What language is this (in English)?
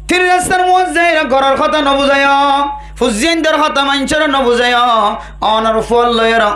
Rohingya